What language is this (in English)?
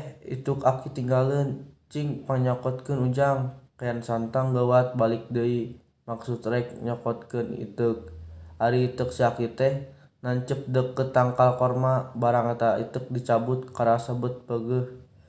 Sundanese